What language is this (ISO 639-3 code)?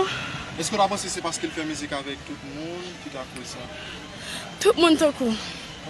hat